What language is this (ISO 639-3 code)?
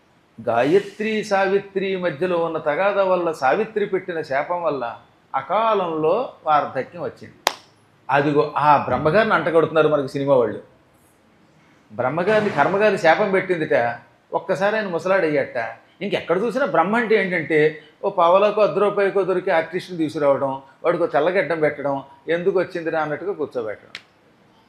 tel